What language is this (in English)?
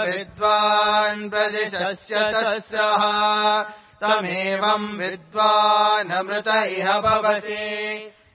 Sanskrit